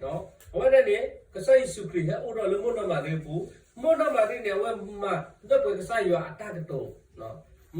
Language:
S'gaw Karen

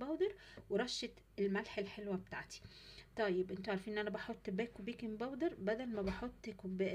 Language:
Egyptian Arabic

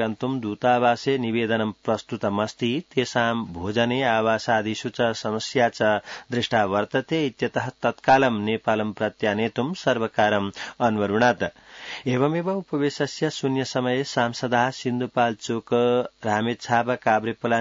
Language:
Sanskrit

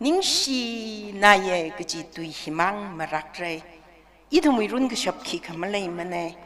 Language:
Tangkhul Naga (India)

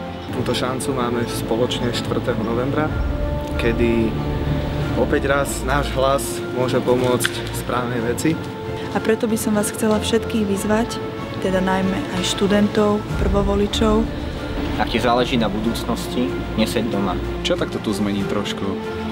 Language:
Slovak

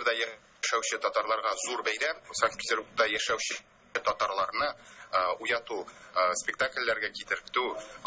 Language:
Tatar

